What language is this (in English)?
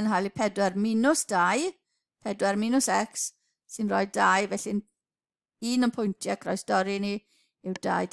Welsh